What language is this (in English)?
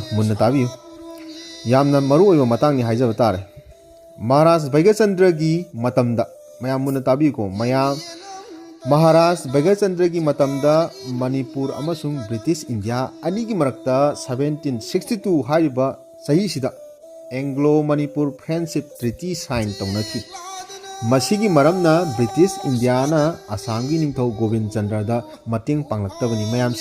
Manipuri